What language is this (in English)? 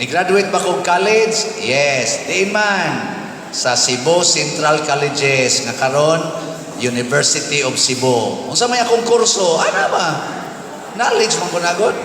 Cebuano